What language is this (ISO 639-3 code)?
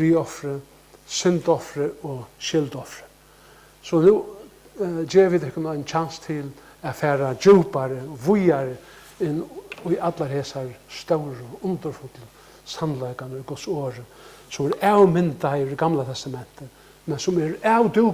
fao